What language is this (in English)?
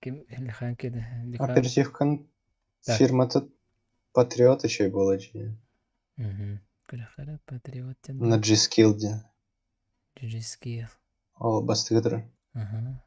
Yakut